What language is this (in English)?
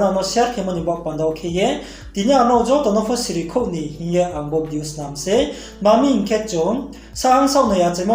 Riang (India)